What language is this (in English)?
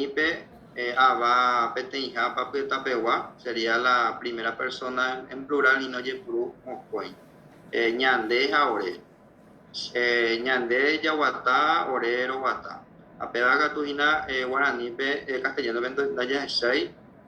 Guarani